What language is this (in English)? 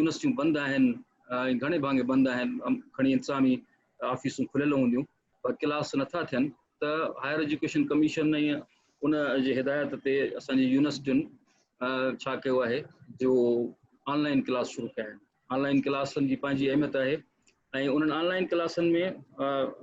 Sindhi